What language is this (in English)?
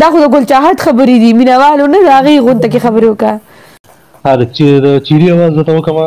Pashto